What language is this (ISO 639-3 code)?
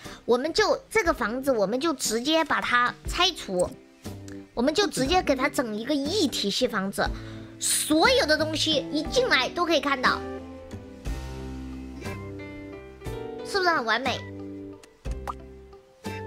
zho